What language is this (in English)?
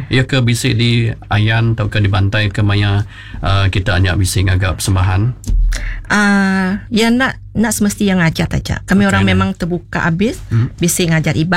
Iban